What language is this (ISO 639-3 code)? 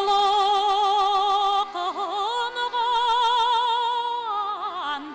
bak